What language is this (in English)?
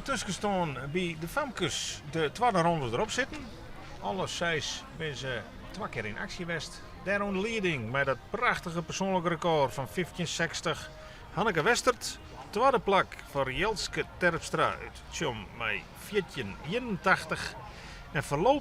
Western Frisian